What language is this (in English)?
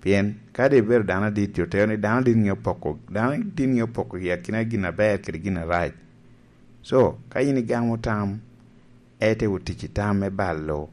Lango (Uganda)